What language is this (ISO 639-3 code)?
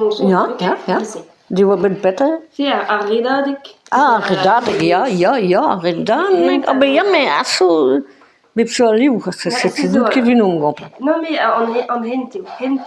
bre